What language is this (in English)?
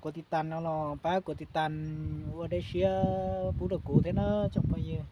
Hmong